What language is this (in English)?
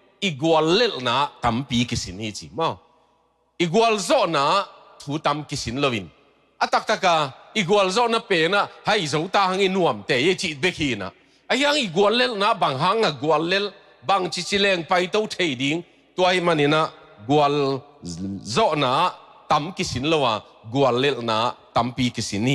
Tedim Chin